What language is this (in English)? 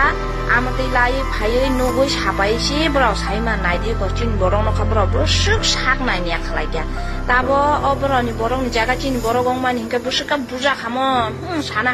Kok Borok